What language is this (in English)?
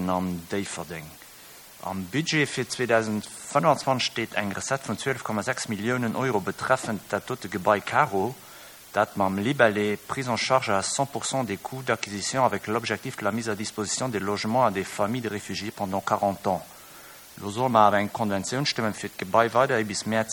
Luxembourgish